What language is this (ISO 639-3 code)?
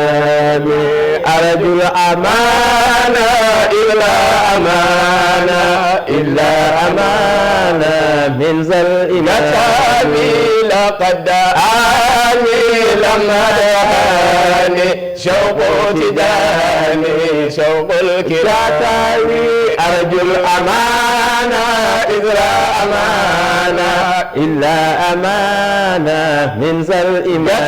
ful